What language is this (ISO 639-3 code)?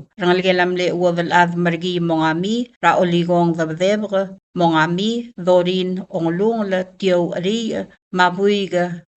pau